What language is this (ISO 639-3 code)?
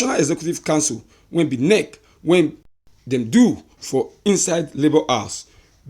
pcm